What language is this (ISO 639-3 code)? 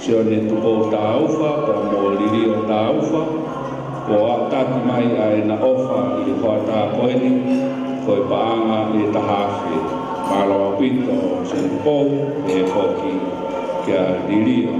ton